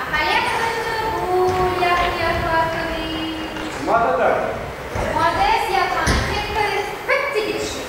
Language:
Chuvash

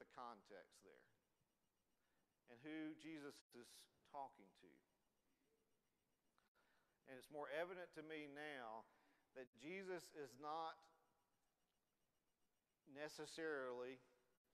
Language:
English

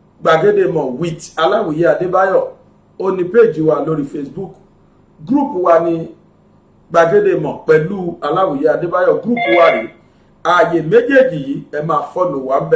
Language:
Yoruba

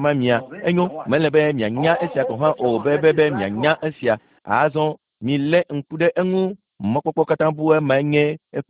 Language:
Ewe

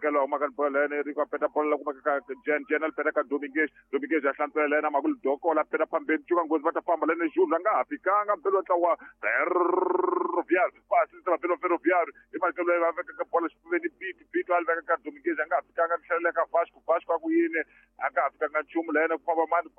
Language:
Tsonga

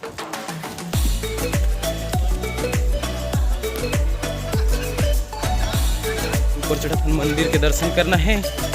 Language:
Chhattisgarhi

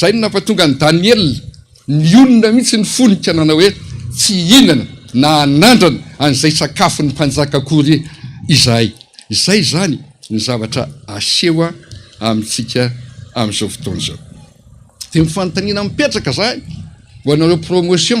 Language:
Malagasy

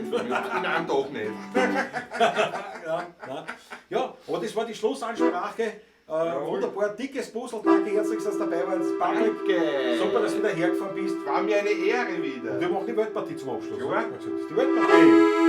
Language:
Bavarian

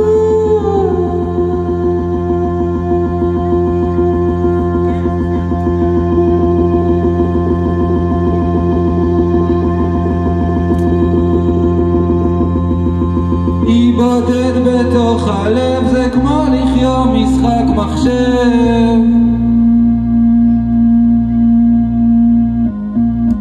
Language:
Hebrew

